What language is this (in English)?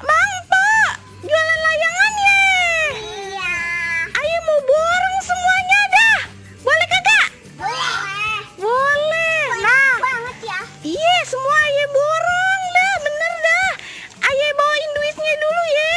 Betawi